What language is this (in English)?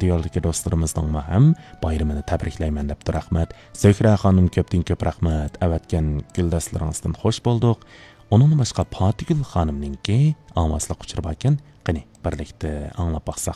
Uyghur